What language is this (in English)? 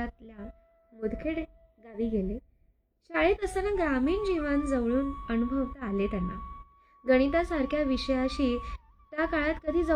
Marathi